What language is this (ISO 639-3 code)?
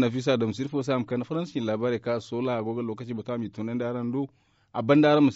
dje